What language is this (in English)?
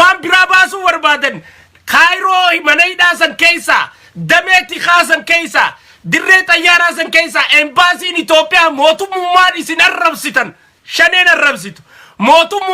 Oromo